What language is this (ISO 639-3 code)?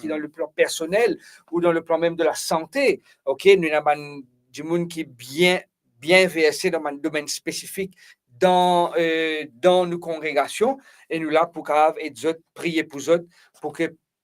mfe